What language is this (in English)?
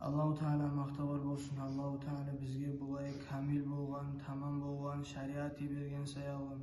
Kumyk